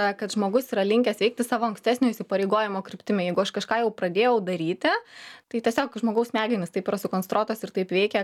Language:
Lithuanian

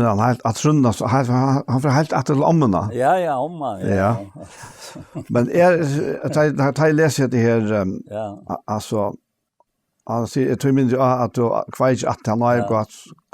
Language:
Faroese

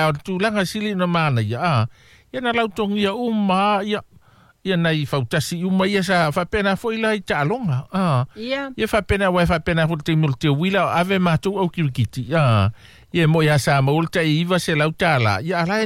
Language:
Samoan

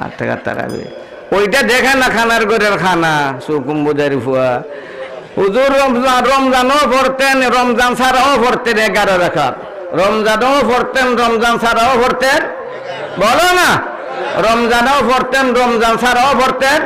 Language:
Sylheti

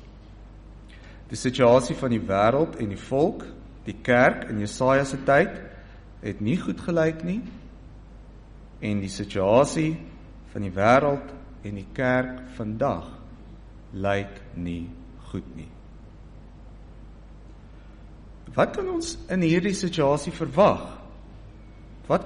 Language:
Afrikaans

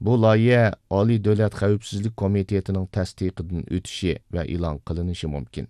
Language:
Uyghur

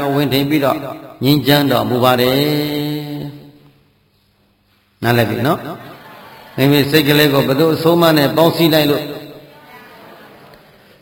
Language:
Burmese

